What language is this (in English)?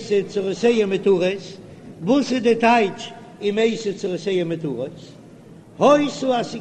Yiddish